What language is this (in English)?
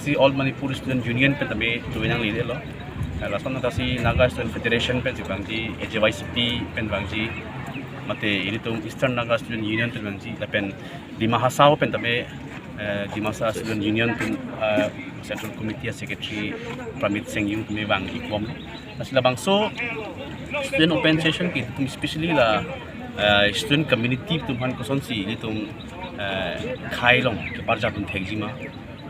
Karbi